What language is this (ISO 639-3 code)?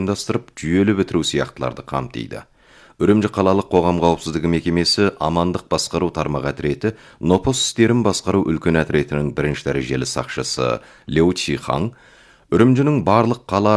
kaz